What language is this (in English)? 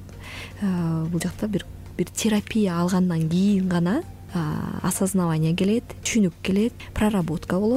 Kyrgyz